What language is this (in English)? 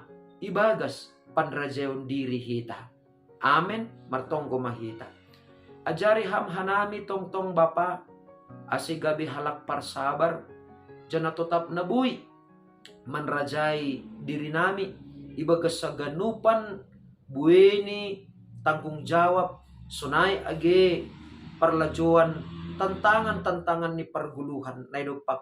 Batak Simalungun